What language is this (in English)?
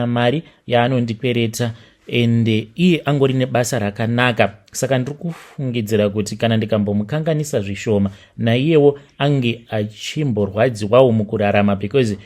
Shona